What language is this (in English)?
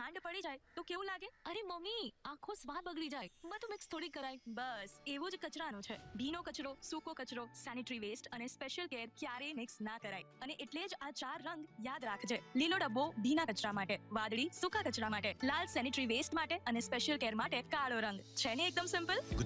Gujarati